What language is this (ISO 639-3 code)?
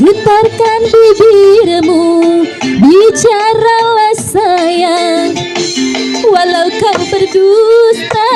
bew